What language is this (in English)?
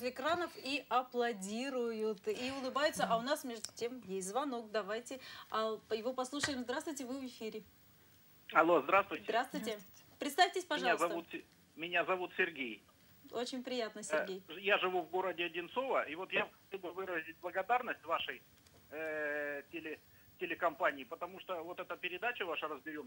Russian